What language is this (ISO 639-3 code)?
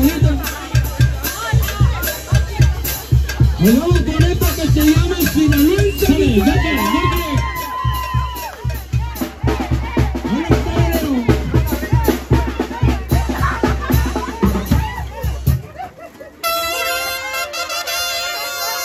spa